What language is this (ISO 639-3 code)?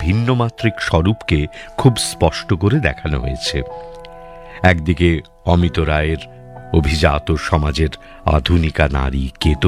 ben